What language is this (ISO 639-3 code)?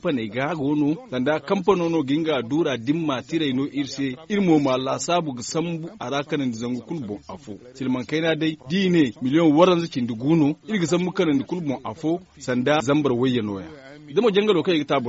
dje